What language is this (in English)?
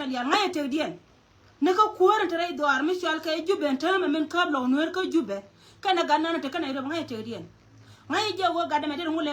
Nuer